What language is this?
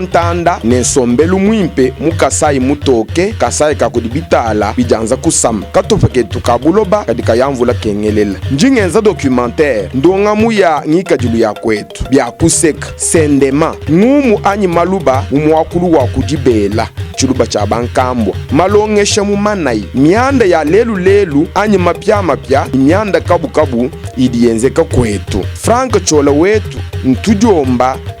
Luba-Lulua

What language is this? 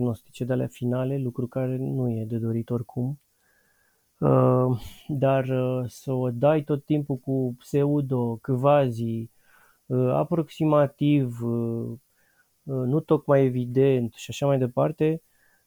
Romanian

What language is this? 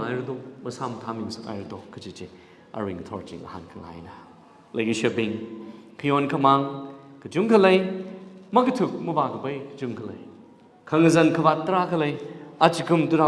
Tangkhul Naga (India)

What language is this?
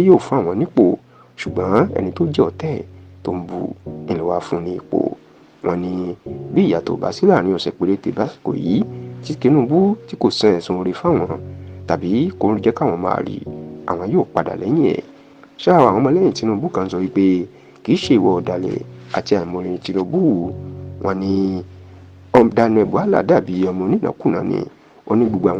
Yoruba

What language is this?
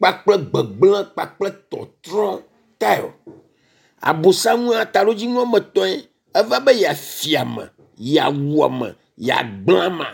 Ewe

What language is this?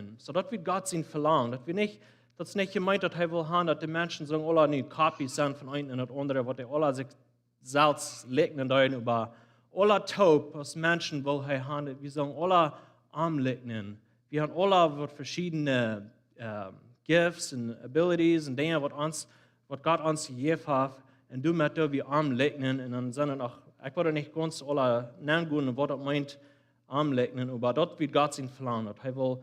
Plautdietsch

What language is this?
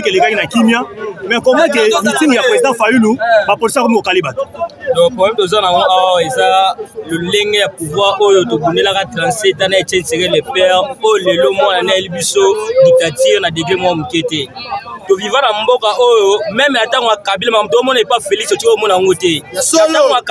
Lingala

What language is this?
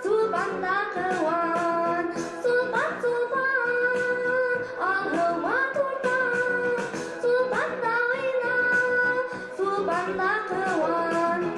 Bashkir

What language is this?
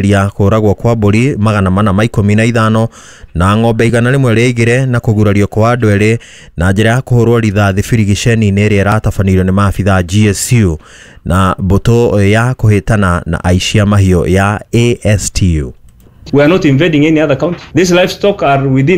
Kikuyu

